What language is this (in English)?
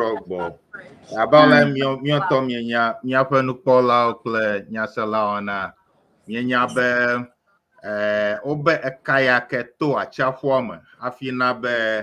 Ewe